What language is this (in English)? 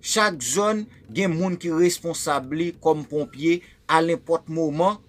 Haitian Creole